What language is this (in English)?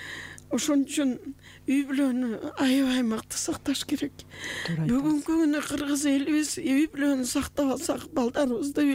Kyrgyz